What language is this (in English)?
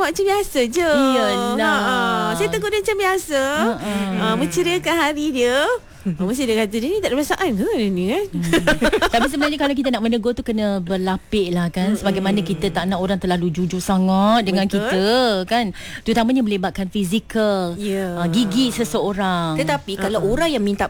Malay